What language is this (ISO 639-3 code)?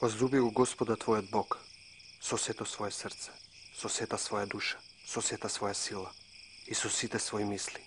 mkd